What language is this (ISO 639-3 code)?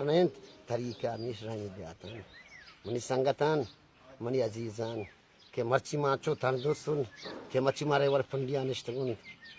bal